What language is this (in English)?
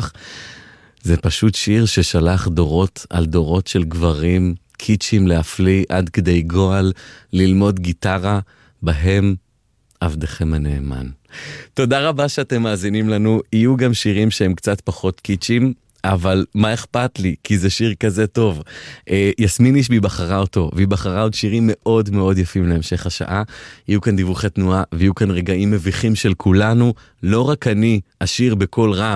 Hebrew